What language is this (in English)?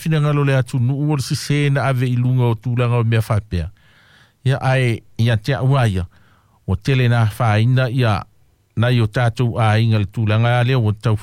Samoan